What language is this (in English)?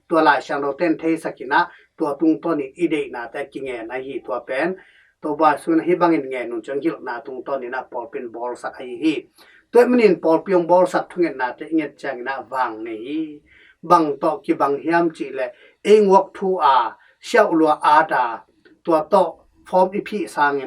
Tedim Chin